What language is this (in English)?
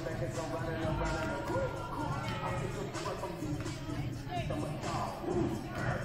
English